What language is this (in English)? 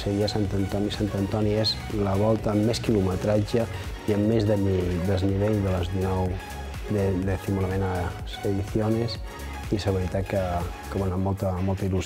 Catalan